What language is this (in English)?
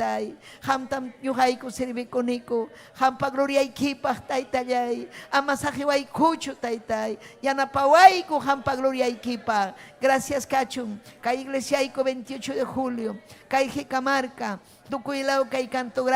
Ayacucho Quechua